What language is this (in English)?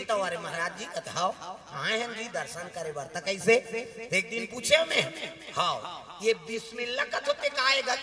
Chhattisgarhi